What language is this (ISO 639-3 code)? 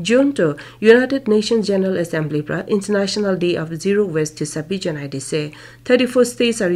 nag